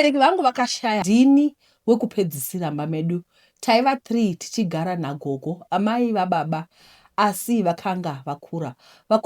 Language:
Shona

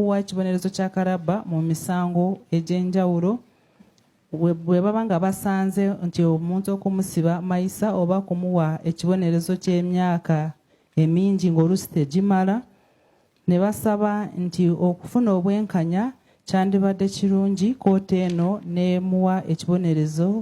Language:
Ganda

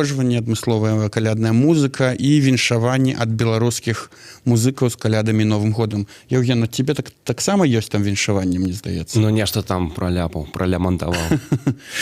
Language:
Belarusian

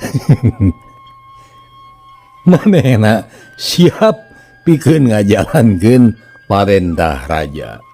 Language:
Sundanese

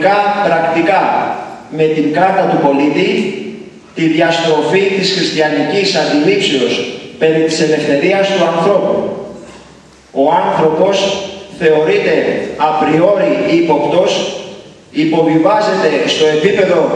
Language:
Greek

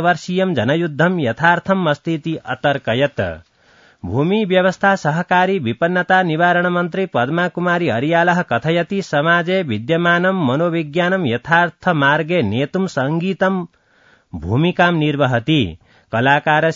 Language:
Sanskrit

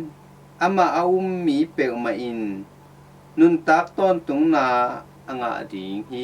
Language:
Tedim Chin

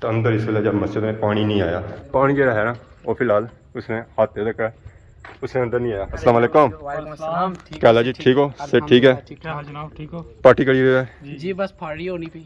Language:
Pahari-Potwari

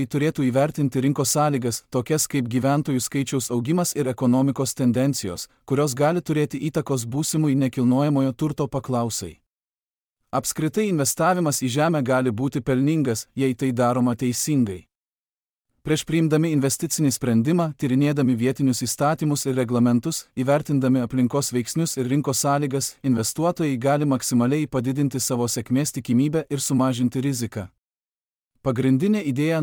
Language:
Lithuanian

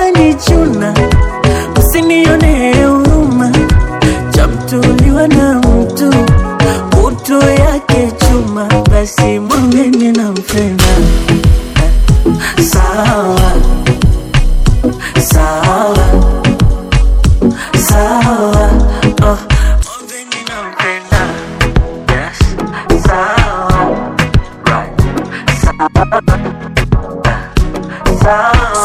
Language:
Swahili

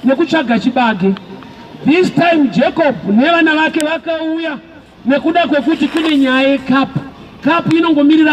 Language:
Shona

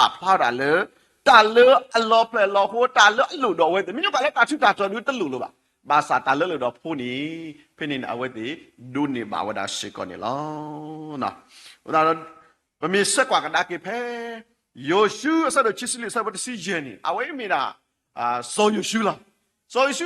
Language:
S'gaw Karen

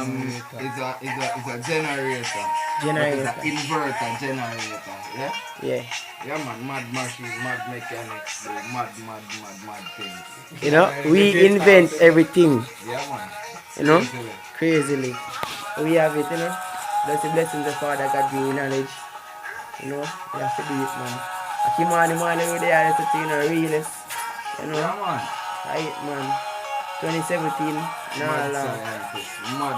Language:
Jamaican Creole English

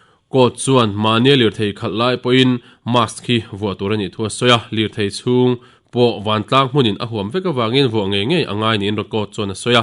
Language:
Mizo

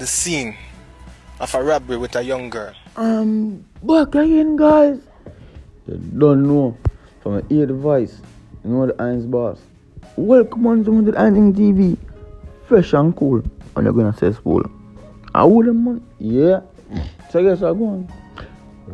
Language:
Jamaican Creole English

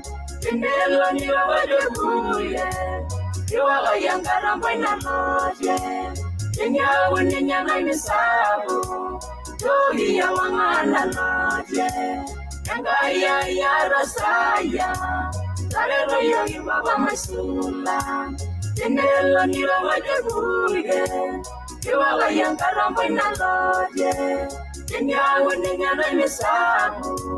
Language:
Masai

